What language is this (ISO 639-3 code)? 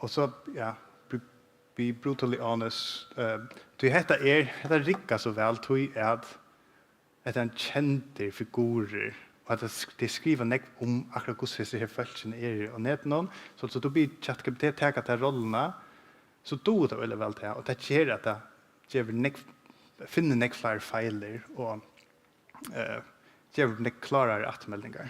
fao